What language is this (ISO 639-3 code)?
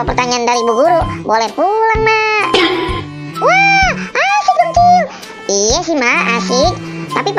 bew